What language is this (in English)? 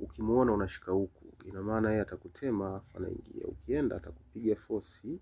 Swahili